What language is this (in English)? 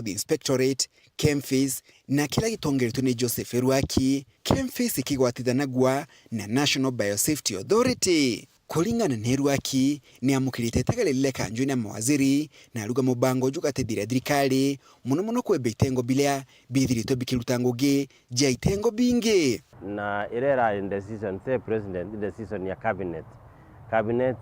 Meru